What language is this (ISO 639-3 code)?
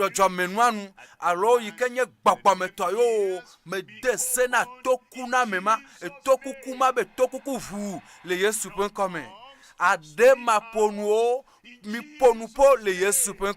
ewe